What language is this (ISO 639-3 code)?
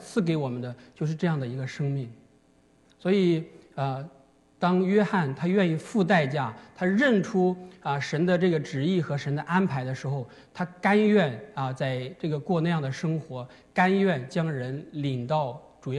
zho